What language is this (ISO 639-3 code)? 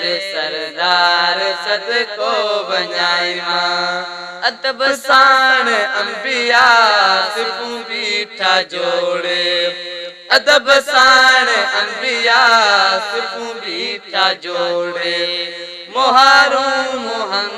snd